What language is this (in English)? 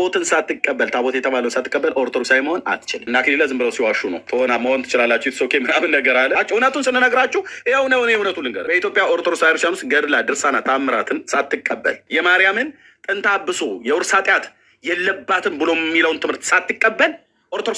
Amharic